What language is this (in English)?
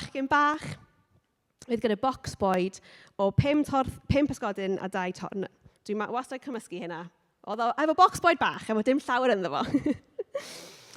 Welsh